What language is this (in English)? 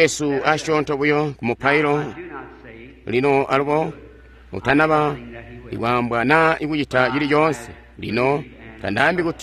Tonga (Zambia)